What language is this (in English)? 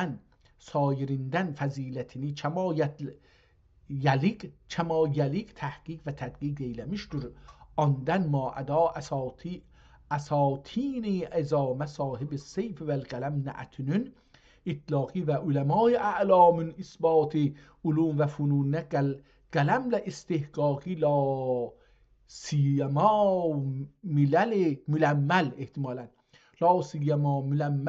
South Azerbaijani